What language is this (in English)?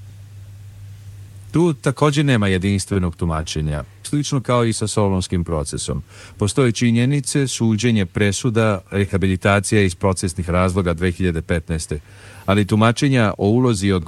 Serbian